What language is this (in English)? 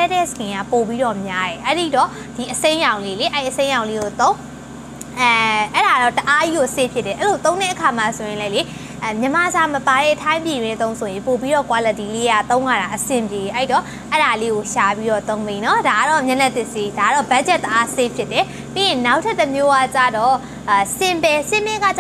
Burmese